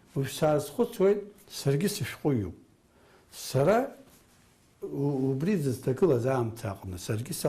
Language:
Abkhazian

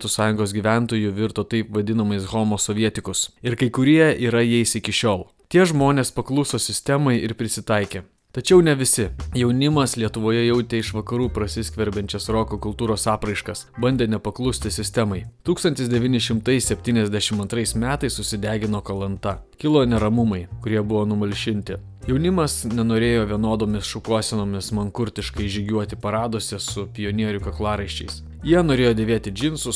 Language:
Lithuanian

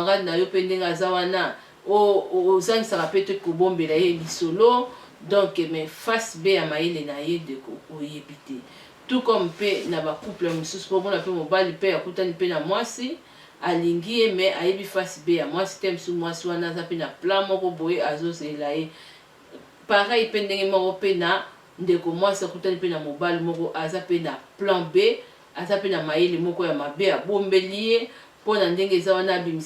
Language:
Lingala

